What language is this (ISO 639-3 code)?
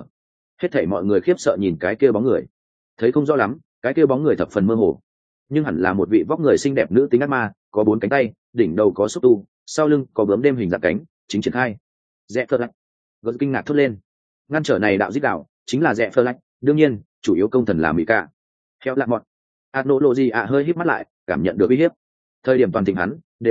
vie